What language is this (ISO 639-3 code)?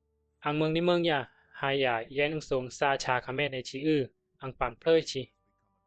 bzi